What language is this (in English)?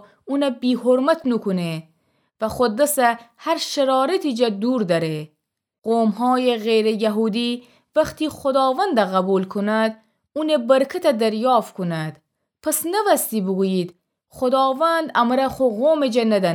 Gilaki